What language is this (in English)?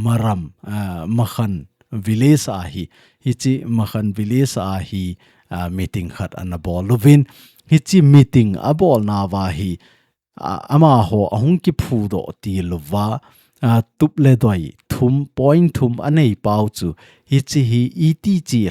Thado Chin